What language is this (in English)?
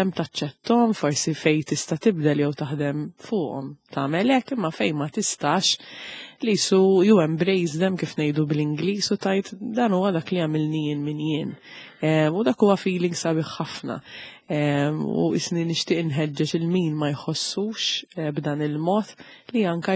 Maltese